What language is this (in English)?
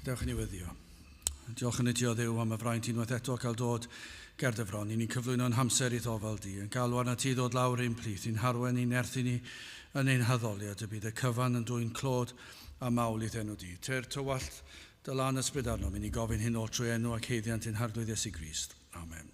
Welsh